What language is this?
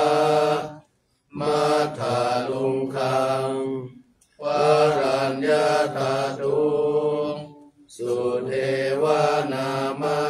Pali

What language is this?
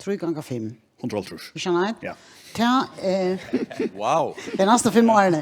Faroese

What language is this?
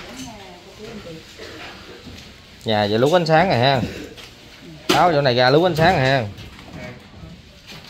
Vietnamese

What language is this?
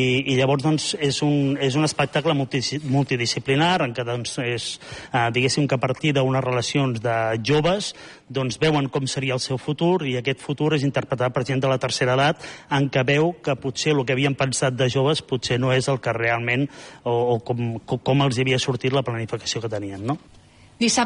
Catalan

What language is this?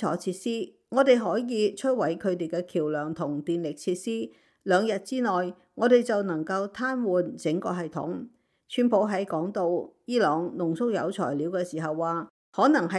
Cantonese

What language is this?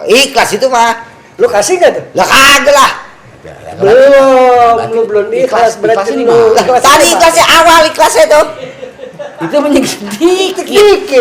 Betawi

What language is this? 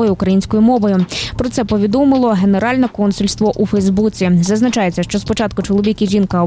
Ukrainian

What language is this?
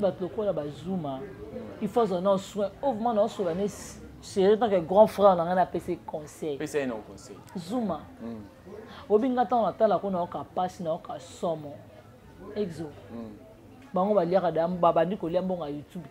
Lingala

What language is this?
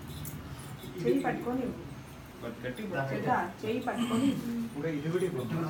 Telugu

